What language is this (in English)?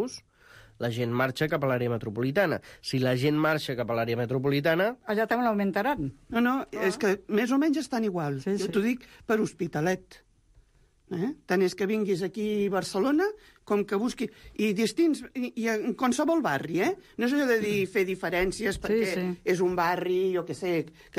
Catalan